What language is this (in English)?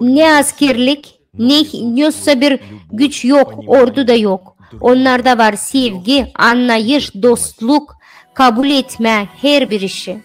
Gagauz